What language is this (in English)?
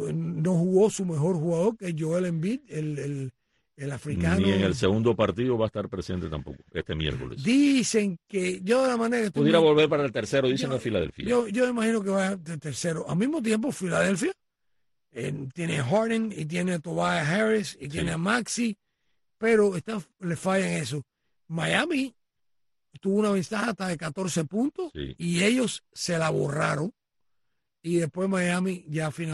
Spanish